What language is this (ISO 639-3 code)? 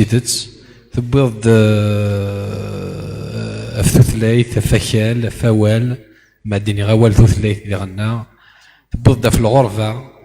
kab